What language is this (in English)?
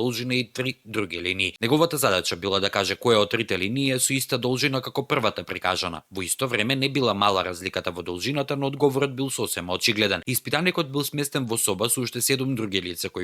Macedonian